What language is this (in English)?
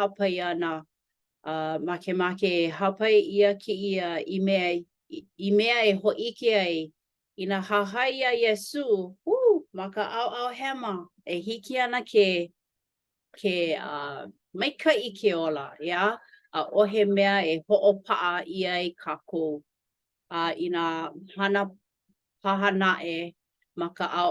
Hawaiian